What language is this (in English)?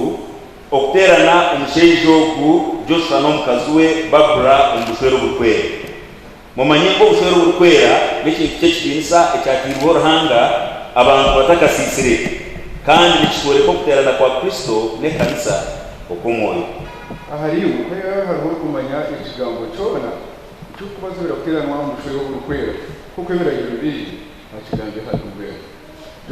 Nyankole